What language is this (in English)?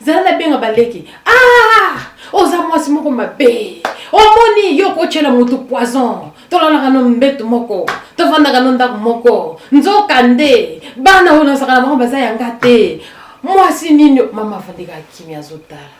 Lingala